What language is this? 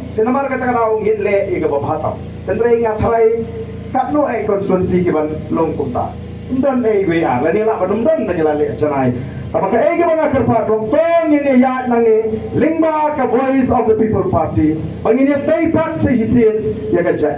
Khasi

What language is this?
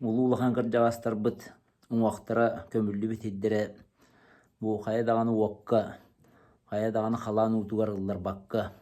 Yakut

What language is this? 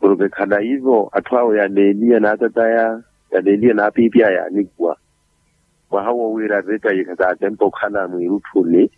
Makhuwa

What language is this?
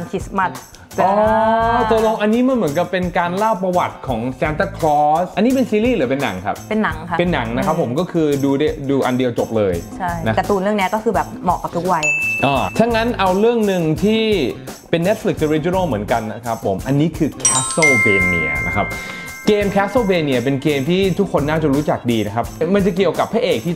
Thai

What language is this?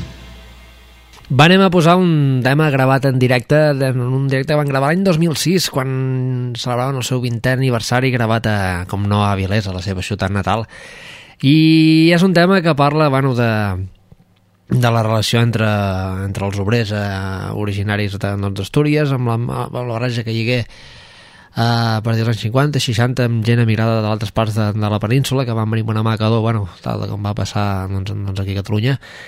Catalan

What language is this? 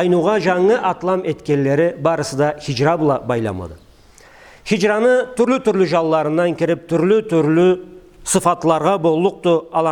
Karachay-Balkar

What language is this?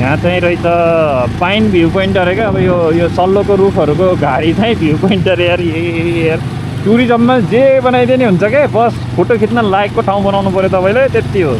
Nepali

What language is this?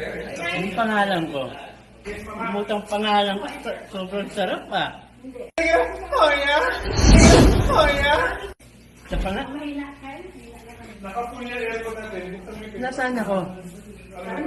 Filipino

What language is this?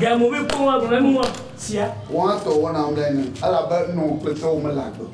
Ewe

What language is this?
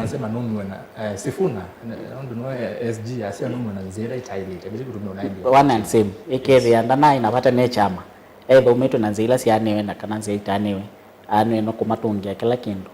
Kamba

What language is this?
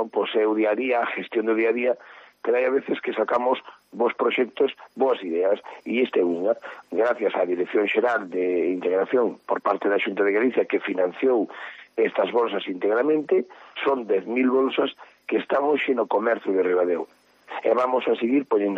Galician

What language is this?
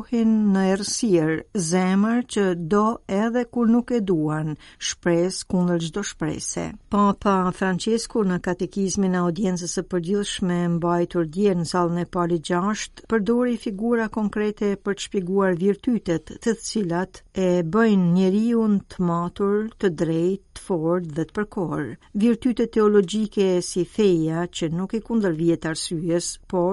Albanian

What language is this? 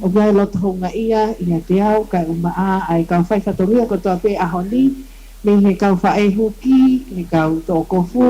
Tongan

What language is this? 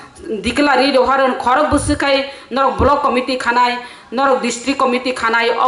Kok Borok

